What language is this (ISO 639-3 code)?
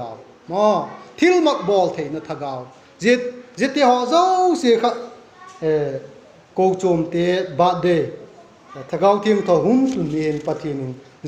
vap